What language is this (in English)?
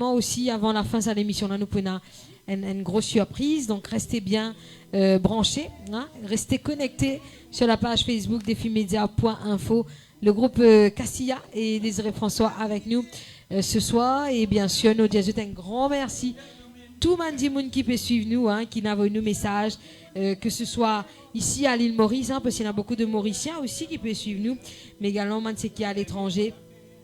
Morisyen